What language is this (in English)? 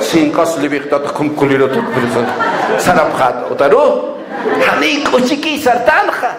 Aymara